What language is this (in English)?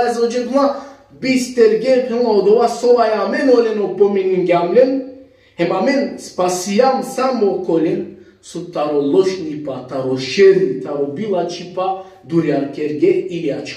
Balkan Romani